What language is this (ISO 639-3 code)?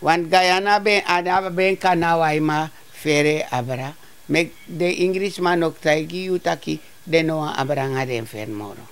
srn